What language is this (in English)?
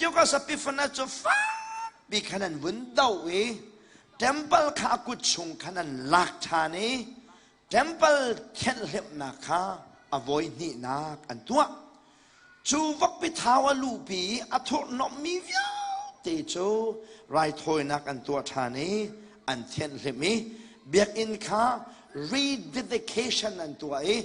Hakha Chin